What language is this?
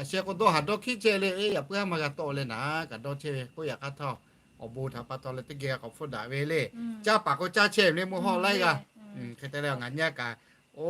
Lahu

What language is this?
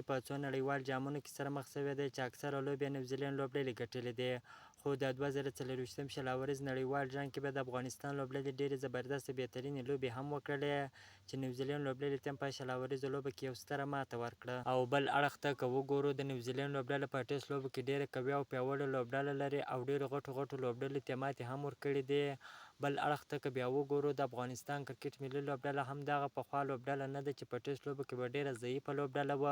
Pashto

